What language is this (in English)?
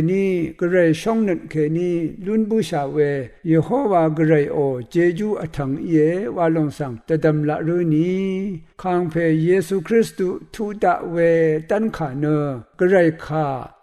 Rawang